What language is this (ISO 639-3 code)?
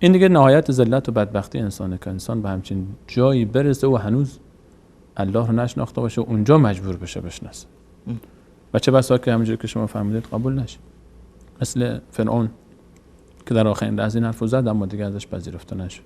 fas